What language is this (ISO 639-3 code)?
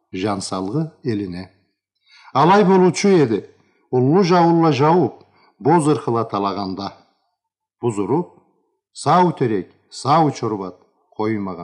krc